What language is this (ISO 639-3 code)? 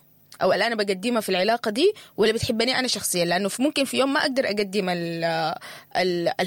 apd